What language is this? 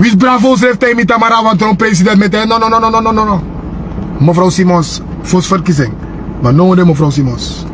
Sranan Tongo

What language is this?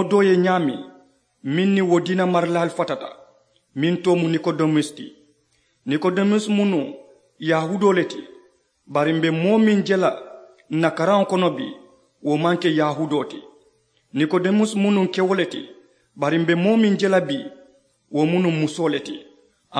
Mandingo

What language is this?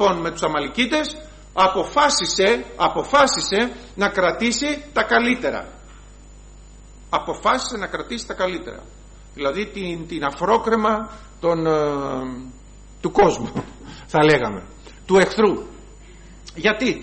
Greek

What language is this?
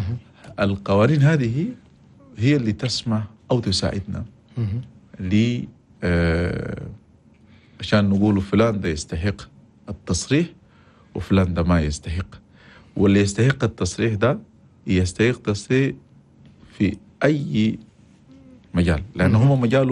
Chadian Arabic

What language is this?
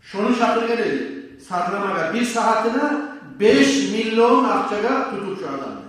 Kumyk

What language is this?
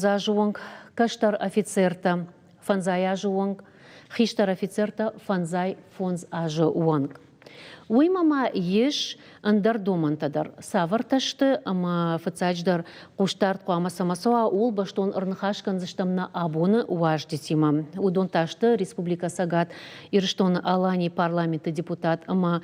Ossetic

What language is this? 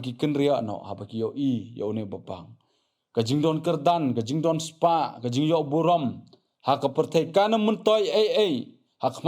Khasi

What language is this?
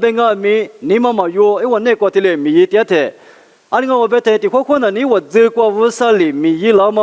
Lisu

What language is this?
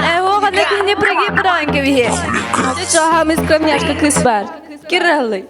Yakut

